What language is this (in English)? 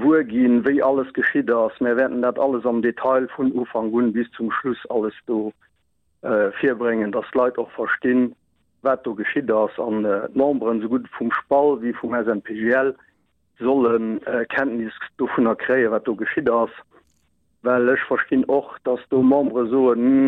Luxembourgish